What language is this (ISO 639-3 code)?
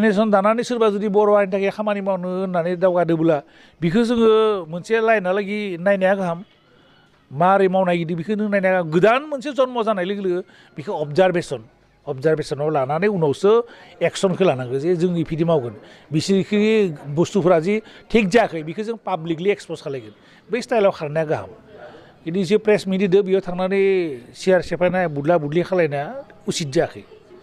brx